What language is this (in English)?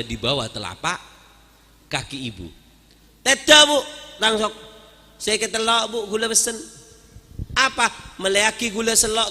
Madurese